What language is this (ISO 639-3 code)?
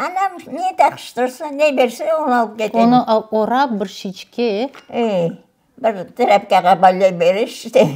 crh